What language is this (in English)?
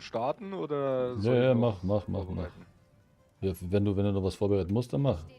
Bavarian